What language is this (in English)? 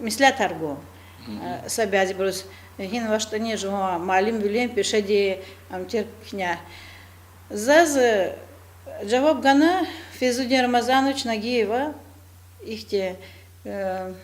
Lezghian